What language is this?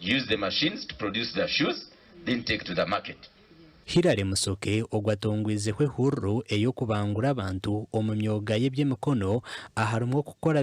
Nyankole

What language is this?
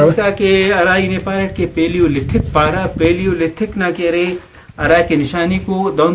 Brahui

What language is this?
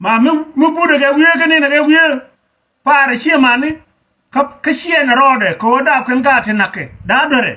Nuer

